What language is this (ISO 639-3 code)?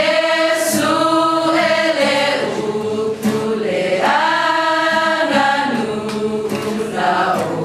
smo